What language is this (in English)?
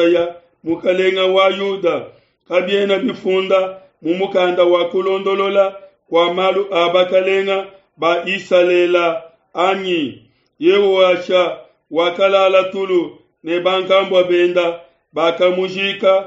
Luba-Lulua